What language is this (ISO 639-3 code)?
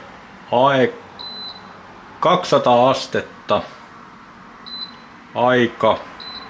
fin